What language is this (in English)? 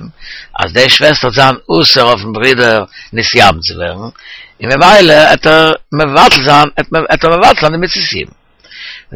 Yiddish